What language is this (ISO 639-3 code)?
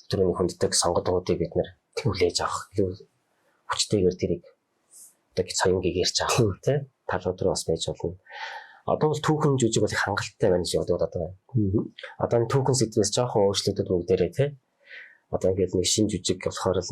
mon